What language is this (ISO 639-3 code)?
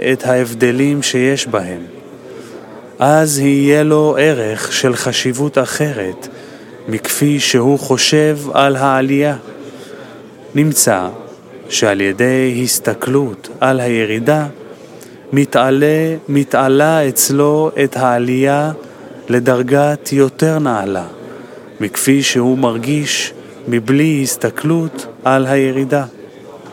heb